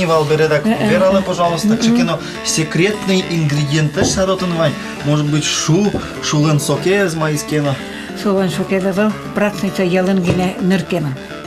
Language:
Udmurt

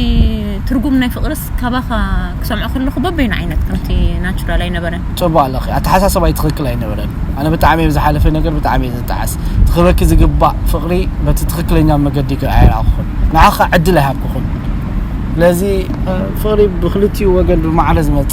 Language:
Tigrinya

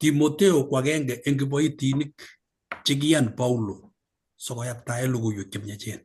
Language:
Kalenjin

